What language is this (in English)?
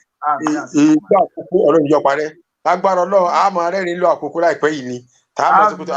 Yoruba